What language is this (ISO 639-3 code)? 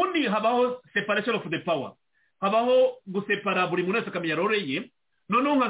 kin